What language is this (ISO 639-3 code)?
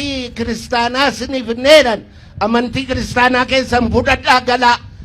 orm